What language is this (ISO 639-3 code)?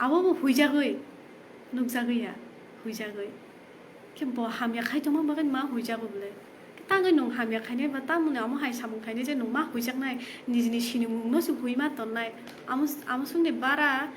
trp